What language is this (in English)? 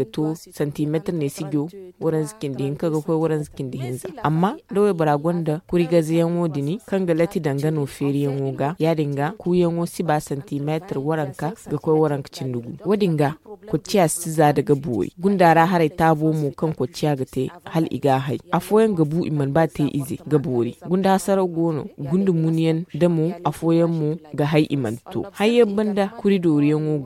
Zarma